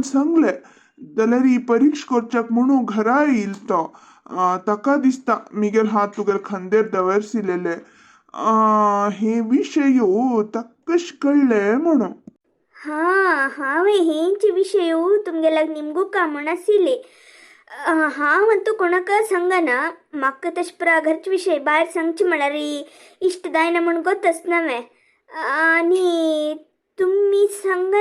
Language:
Konkani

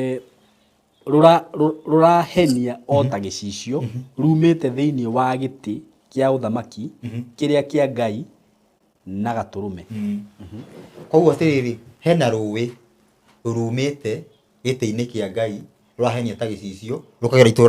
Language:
Kikuyu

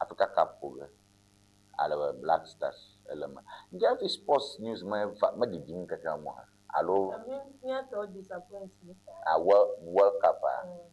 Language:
Ewe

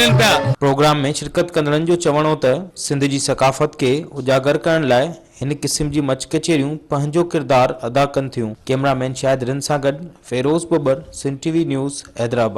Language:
Sindhi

